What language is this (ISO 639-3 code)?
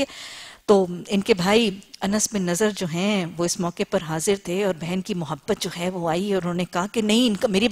urd